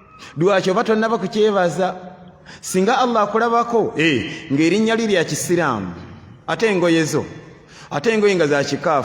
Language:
Ganda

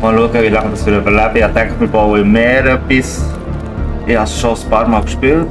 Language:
Swiss German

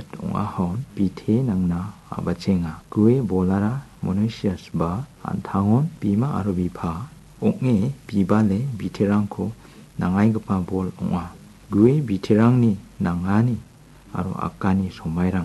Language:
Garo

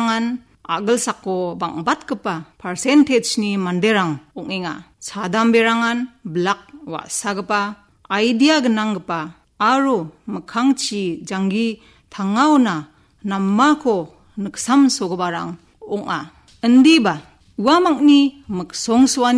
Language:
Garo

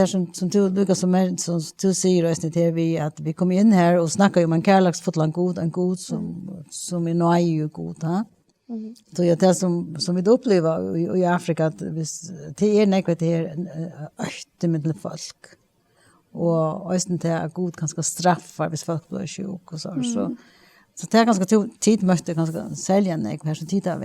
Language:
Faroese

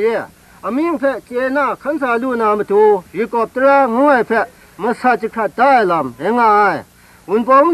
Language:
Kachin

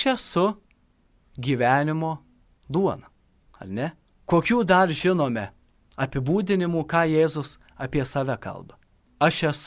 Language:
Lithuanian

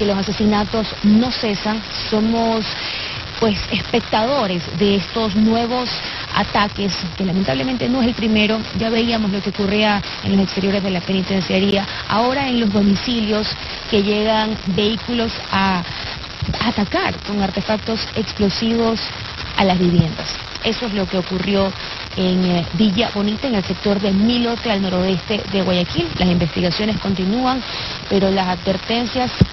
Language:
Spanish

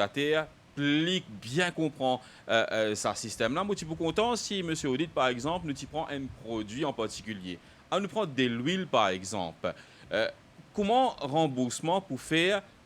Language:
Morisyen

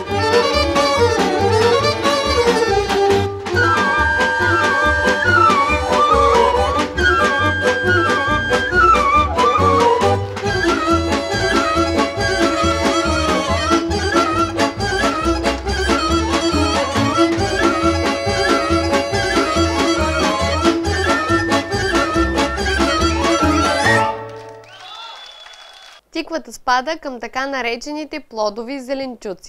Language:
Bulgarian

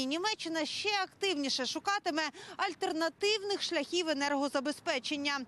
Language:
Ukrainian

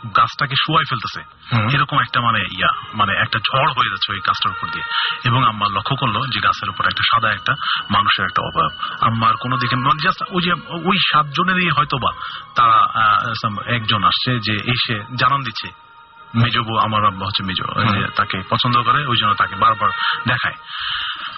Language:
Bangla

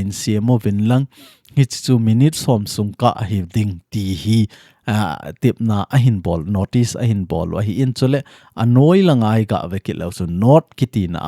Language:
Thado Chin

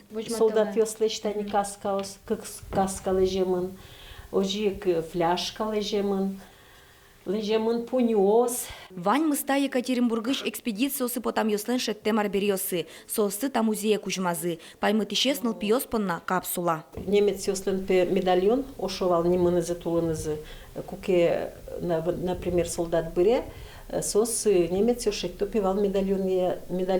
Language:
Udmurt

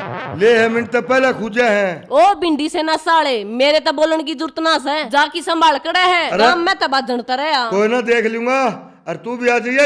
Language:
Haryanvi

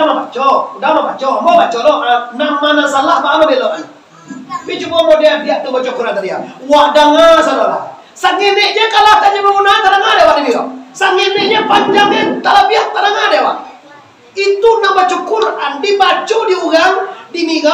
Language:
Minangkabau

